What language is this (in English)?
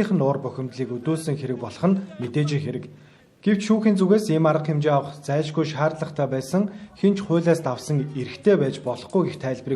Mongolian